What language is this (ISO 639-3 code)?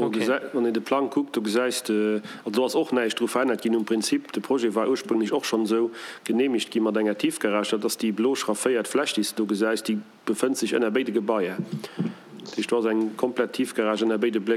ltz